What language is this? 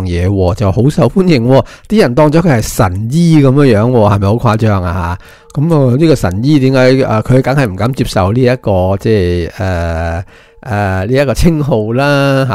Cantonese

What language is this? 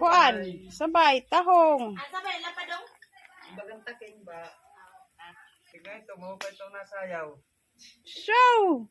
Waray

